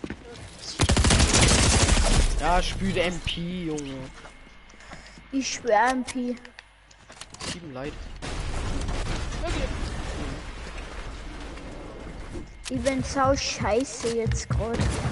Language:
German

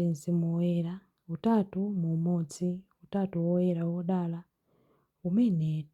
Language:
Nyanja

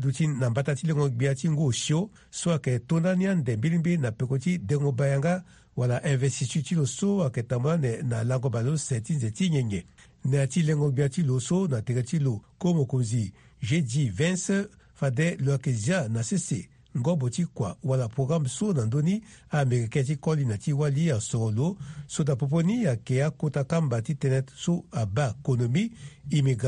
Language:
Sango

